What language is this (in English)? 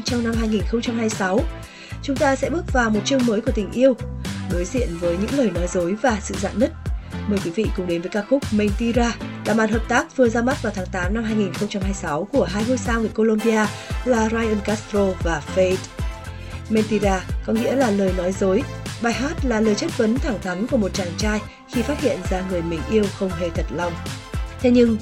Vietnamese